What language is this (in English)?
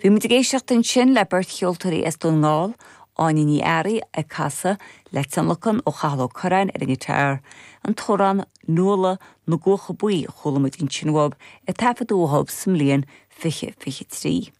Irish